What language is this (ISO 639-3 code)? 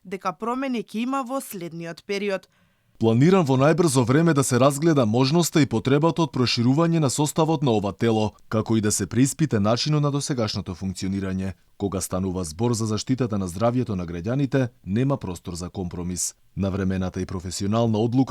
mkd